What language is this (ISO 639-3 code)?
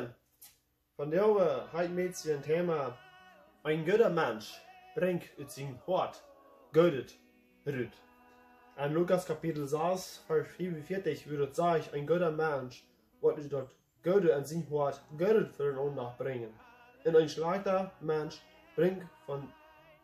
pdt